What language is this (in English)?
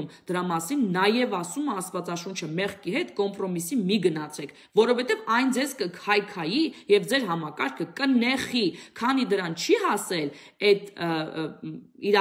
Armenian